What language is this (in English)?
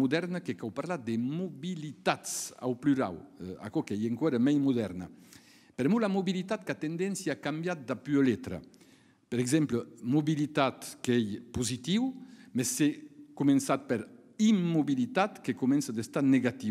Occitan